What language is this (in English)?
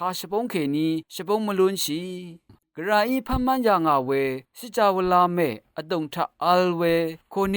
Rawang